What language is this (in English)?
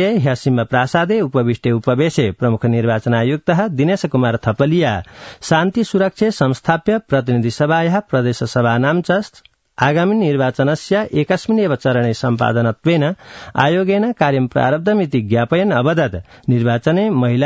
Sanskrit